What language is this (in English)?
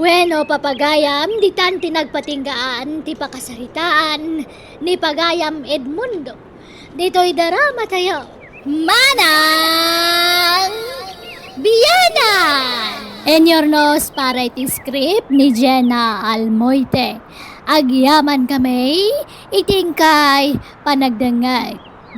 Iloko